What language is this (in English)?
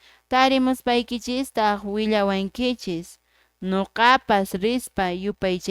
Quechua